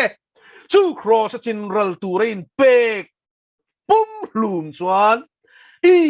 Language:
Mizo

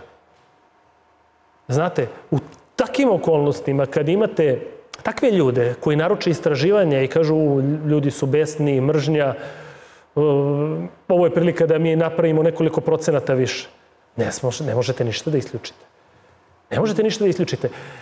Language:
Serbian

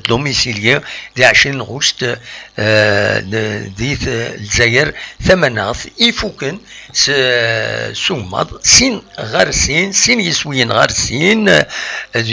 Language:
Kabyle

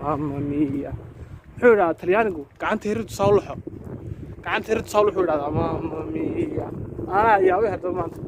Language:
Somali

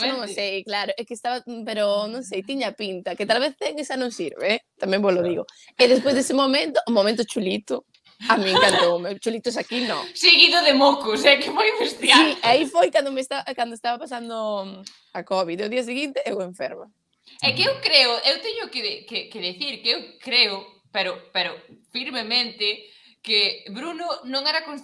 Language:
Galician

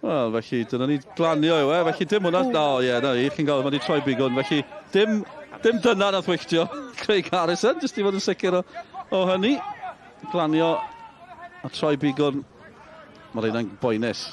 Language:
Welsh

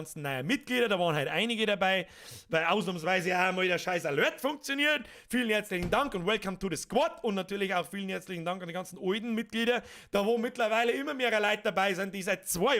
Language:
Bavarian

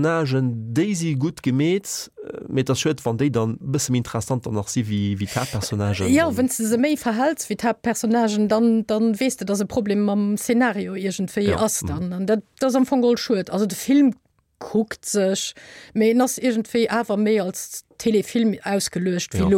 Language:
Luxembourgish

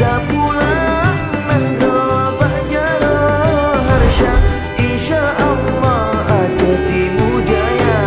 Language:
Achinese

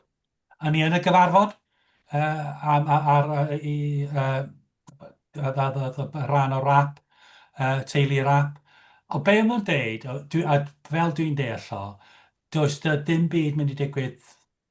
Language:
Welsh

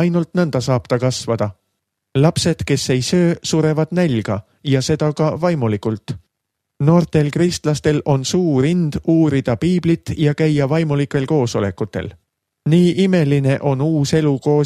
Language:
Estonian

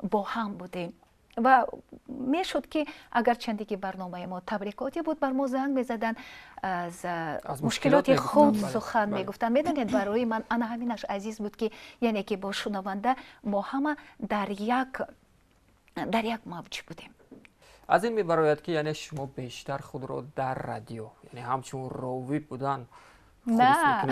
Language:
Tajik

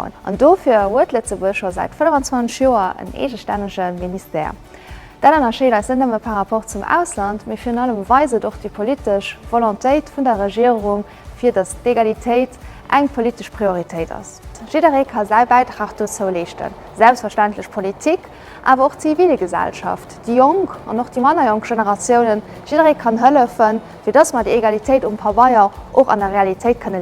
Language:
Luxembourgish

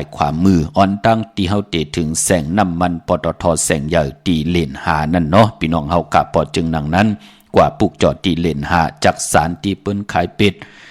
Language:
Shan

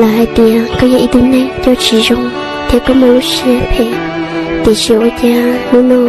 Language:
Hmong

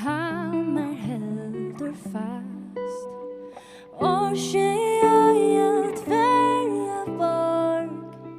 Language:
Faroese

